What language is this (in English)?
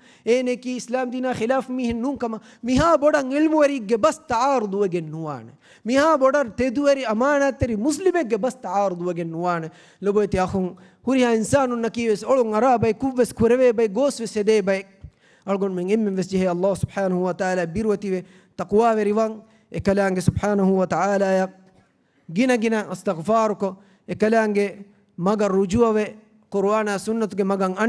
Divehi